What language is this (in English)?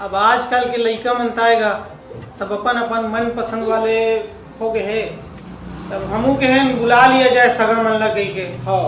Chhattisgarhi